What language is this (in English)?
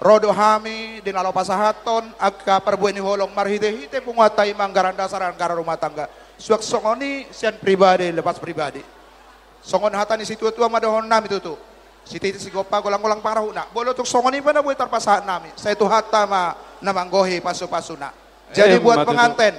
Batak Toba